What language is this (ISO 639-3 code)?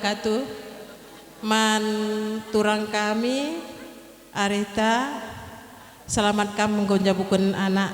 btx